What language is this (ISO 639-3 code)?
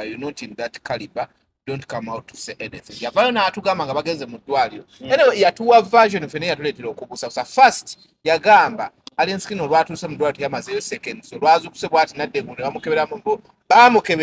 lug